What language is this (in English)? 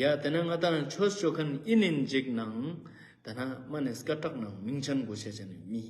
Ladakhi